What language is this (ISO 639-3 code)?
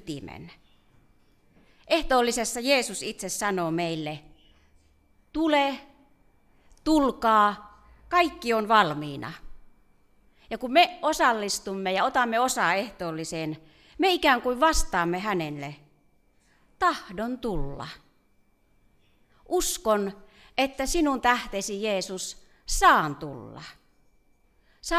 fin